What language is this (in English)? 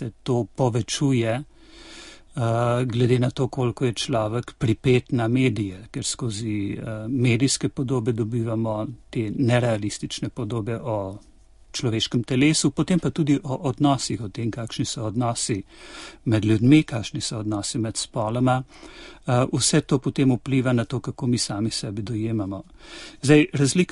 Slovenian